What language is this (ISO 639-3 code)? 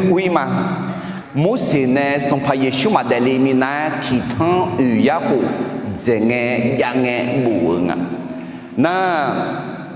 ahk